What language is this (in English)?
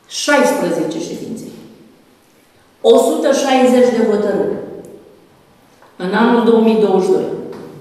Romanian